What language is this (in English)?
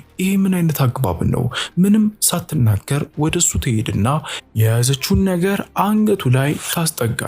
Amharic